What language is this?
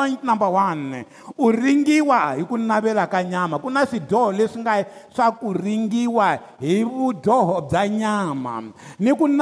Tsonga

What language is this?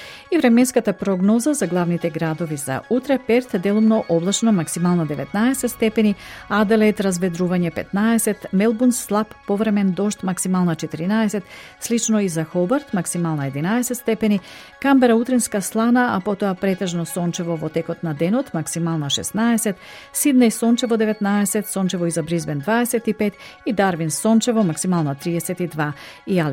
Macedonian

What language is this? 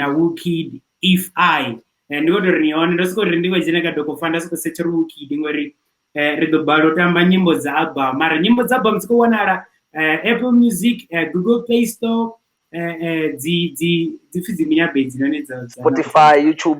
Venda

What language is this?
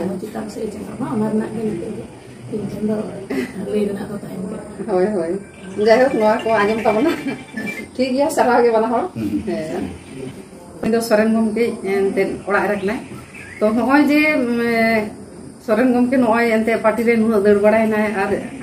Santali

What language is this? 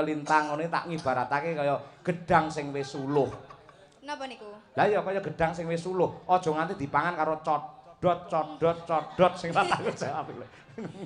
Javanese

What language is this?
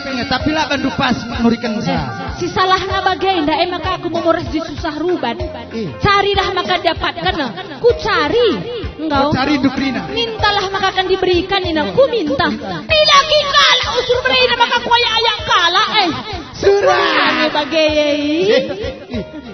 Batak Karo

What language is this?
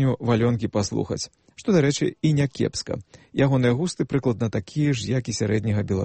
Belarusian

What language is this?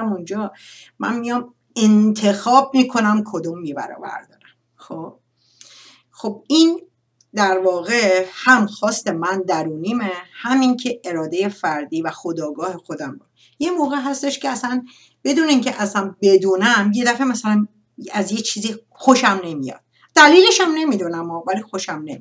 Persian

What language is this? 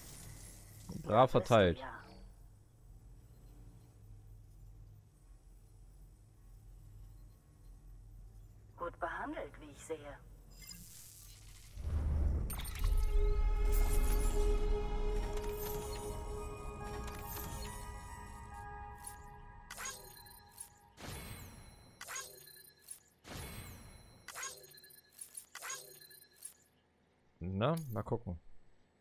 German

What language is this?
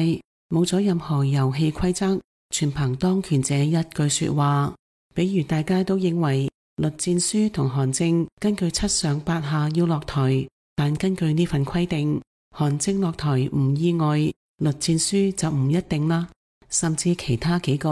Cantonese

